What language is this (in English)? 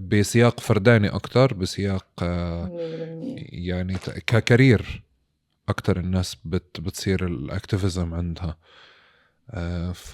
North Levantine Arabic